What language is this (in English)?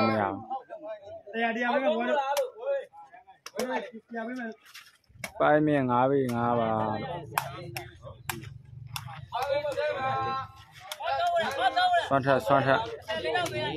Burmese